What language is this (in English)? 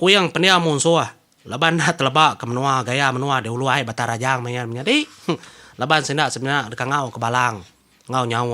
Iban